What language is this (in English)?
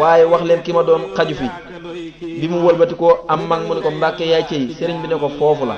Wolof